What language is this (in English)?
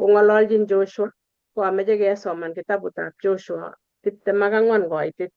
Kalenjin